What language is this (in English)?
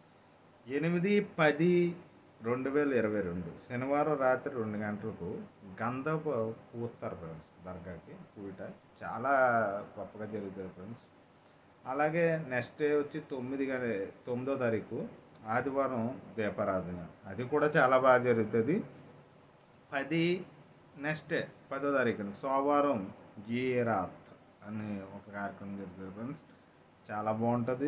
Telugu